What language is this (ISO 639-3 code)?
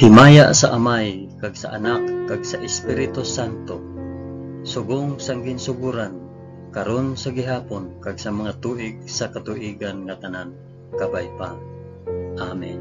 hil